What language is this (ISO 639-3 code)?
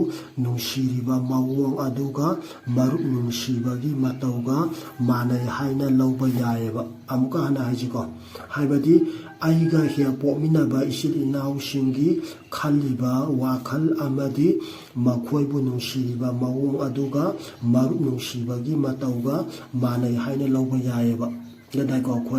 mni